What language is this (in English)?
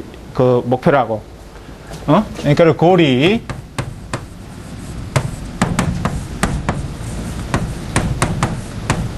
Korean